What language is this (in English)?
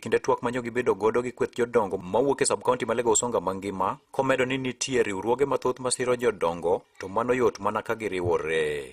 Luo (Kenya and Tanzania)